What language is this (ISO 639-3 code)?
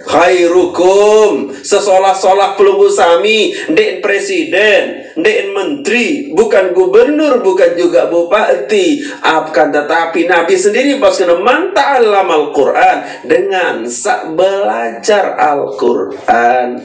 sas